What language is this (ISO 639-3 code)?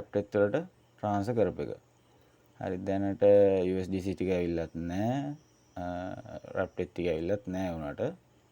sin